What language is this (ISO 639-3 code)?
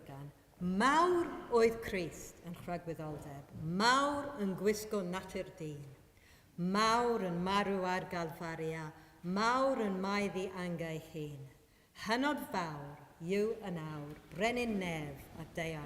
cym